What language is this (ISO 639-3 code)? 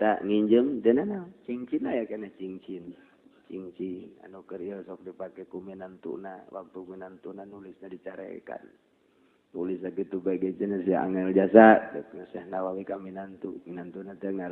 sun